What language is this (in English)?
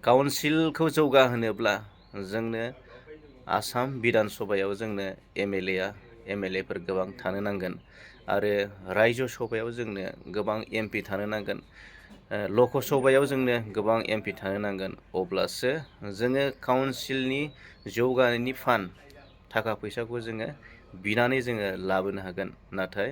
Bodo